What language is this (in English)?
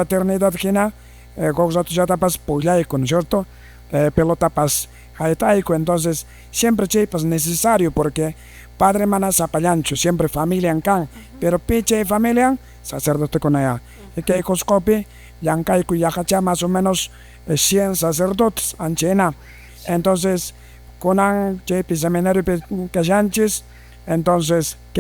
Quechua